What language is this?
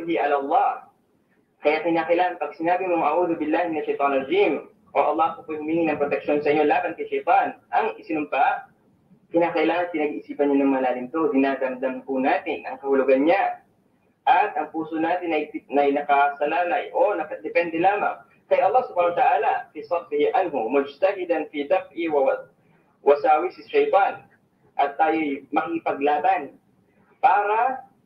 Filipino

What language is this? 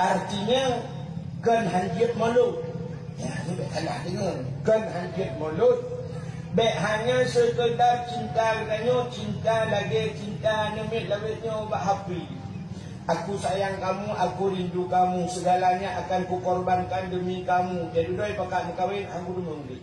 Achinese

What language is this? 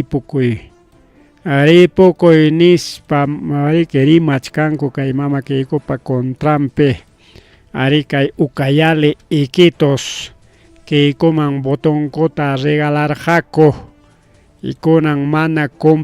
Ayacucho Quechua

